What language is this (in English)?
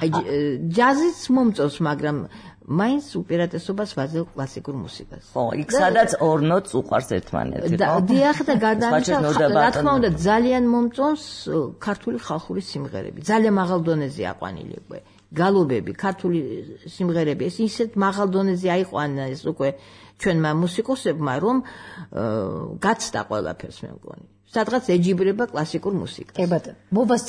Georgian